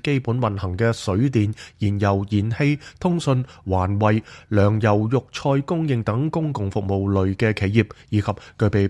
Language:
Cantonese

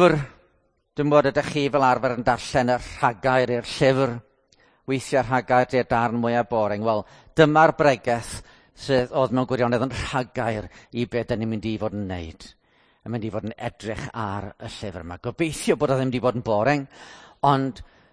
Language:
Welsh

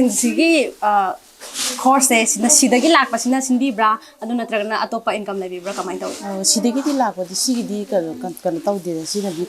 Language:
Manipuri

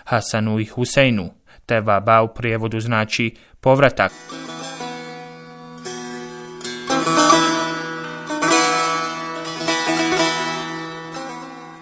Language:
Bosnian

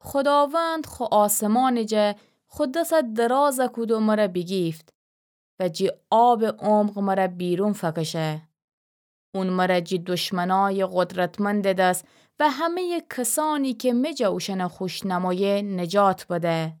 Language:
Gilaki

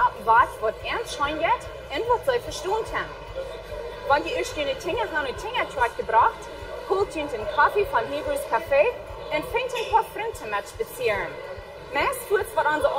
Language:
Plautdietsch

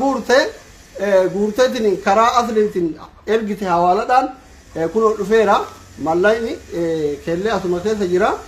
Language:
Oromo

